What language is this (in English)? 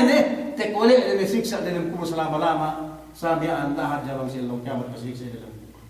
Yakan